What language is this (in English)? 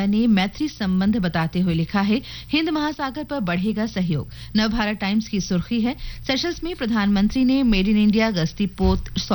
Hindi